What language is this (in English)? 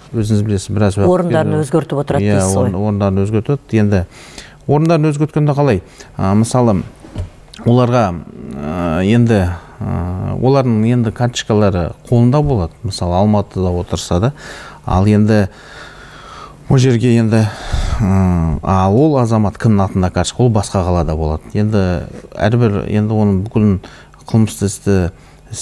Kazakh